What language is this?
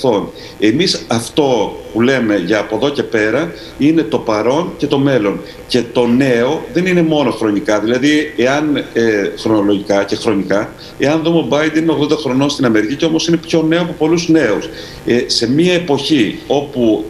Greek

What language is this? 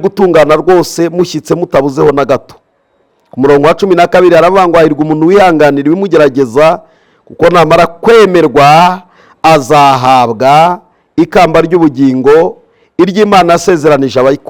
Kinyarwanda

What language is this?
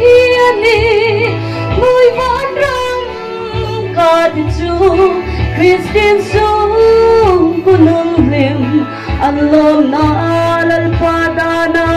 Hmar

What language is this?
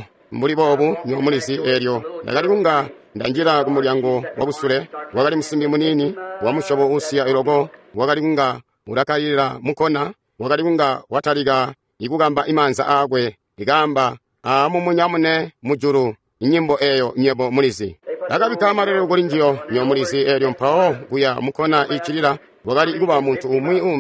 Tonga (Zambia)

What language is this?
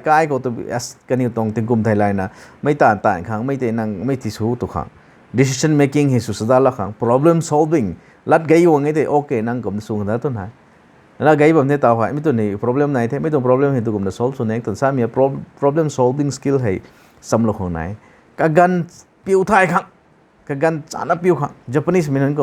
Rongmei Naga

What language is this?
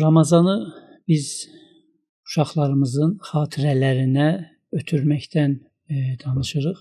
Azerbaijani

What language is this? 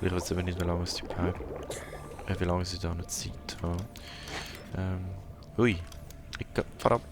Swiss German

